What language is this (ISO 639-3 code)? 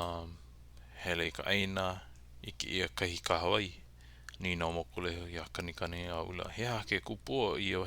haw